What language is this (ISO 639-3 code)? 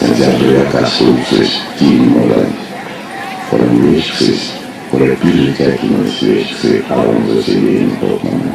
myv